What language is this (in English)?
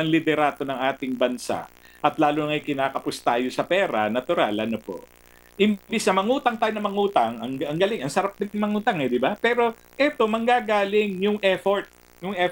Filipino